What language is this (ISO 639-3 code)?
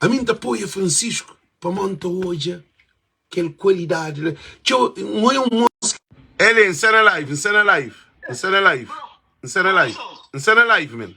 kea